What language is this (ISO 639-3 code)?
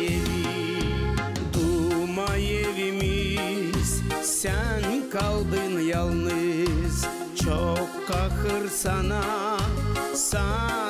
gag